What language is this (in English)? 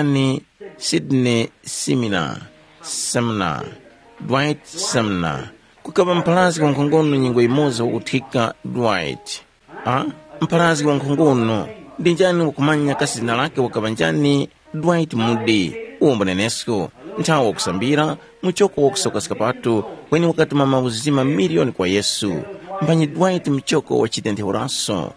Tumbuka